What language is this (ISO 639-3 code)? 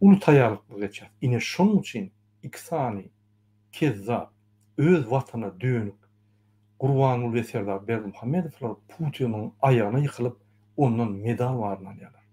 tuk